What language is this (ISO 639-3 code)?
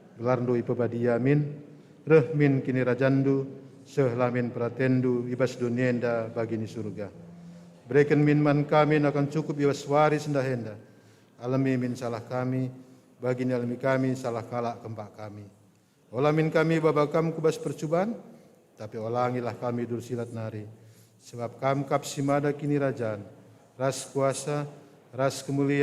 btx